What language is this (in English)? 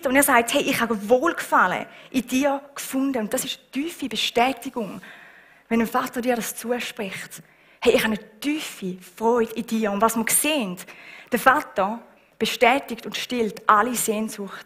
Swiss German